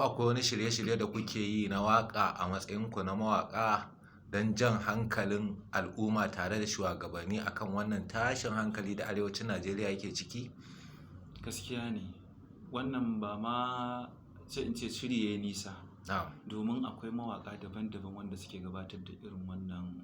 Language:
Hausa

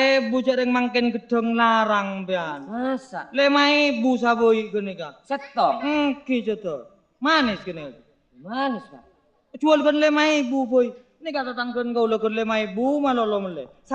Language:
Madurese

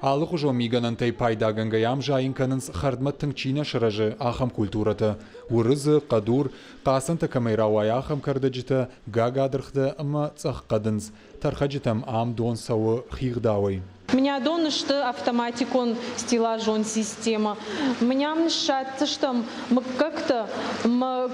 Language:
Ossetic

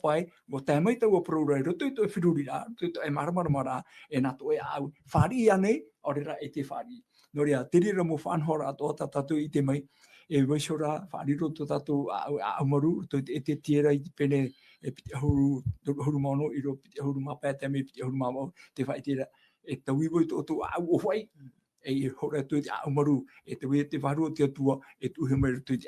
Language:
Tahitian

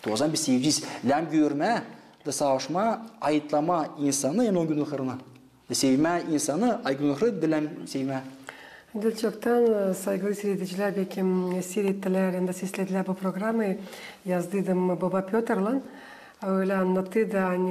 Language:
Gagauz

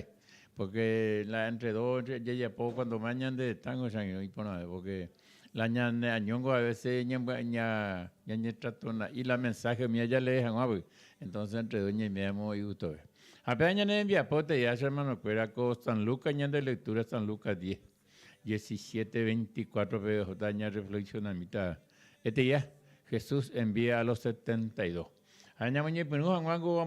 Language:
Guarani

